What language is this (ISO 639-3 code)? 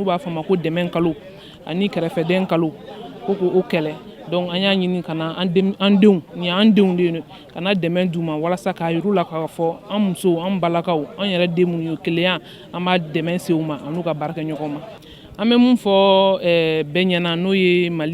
bam